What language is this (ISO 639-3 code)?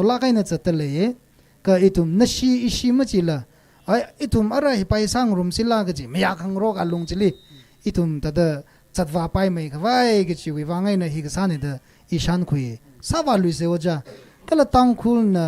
nmf